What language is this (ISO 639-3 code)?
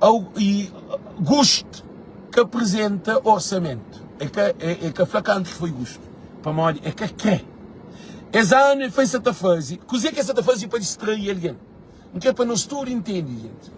kea